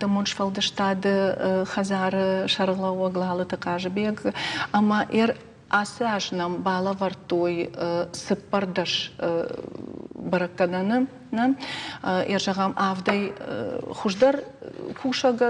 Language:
Ossetic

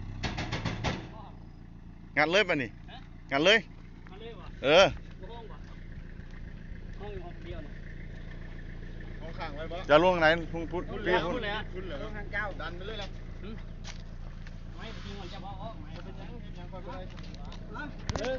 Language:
Lao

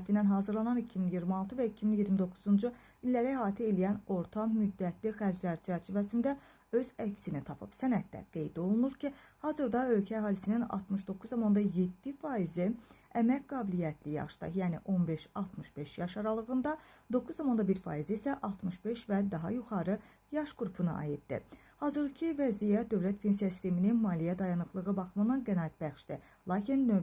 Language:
Azerbaijani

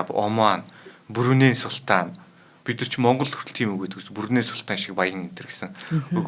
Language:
Mongolian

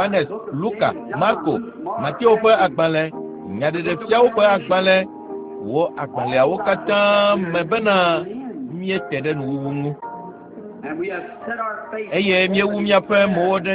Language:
Ewe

